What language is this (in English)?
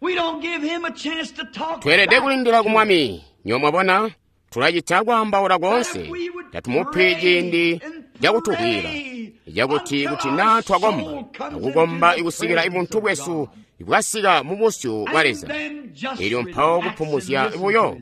Tonga (Zambia)